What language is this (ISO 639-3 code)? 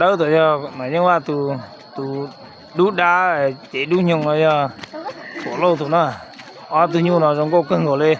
hmn